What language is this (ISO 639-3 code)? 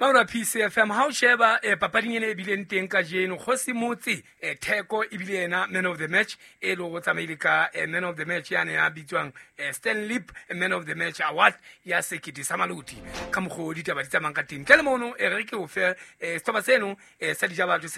sot